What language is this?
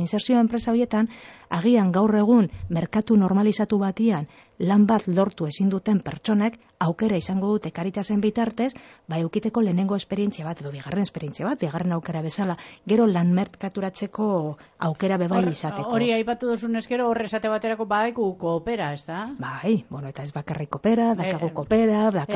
Basque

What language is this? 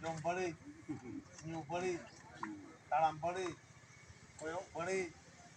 Santali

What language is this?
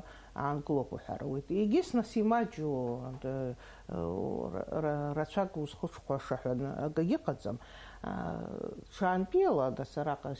Abkhazian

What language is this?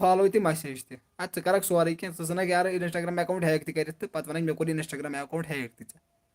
Kashmiri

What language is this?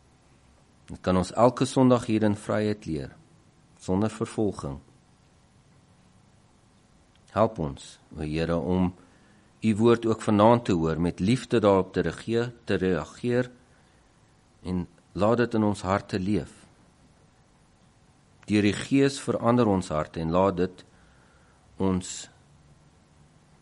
Afrikaans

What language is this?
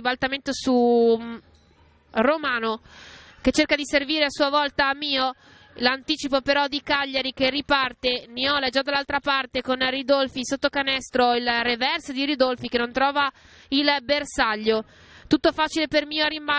Italian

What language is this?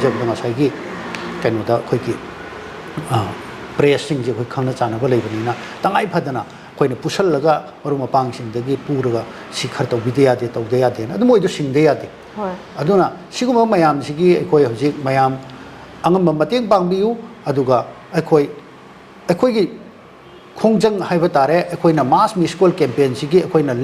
Manipuri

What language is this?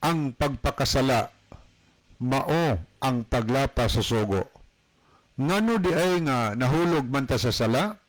Cebuano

